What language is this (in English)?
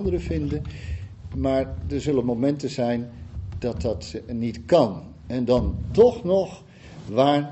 Dutch